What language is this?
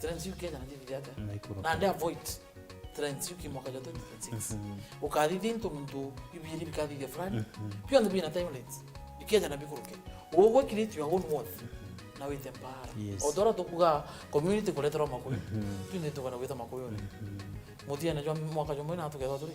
Meru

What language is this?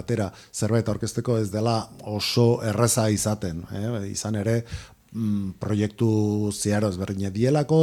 Basque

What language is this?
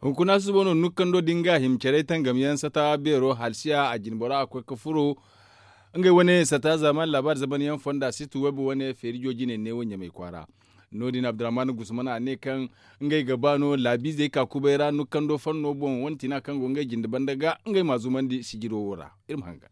Zarma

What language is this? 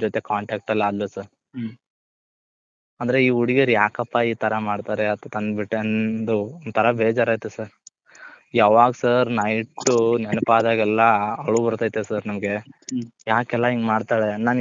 Kannada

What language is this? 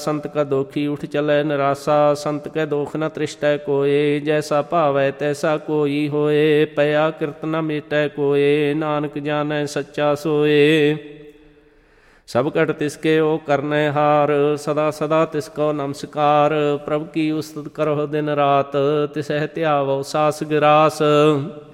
Punjabi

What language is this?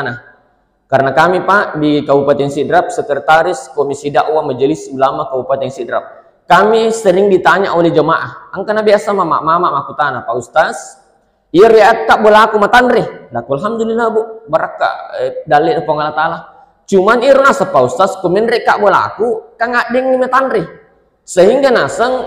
Buginese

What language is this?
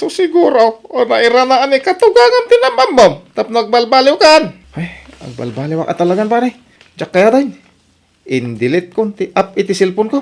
Iloko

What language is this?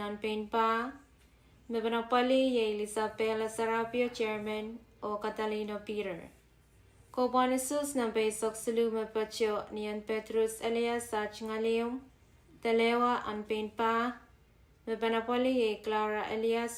Pohnpeian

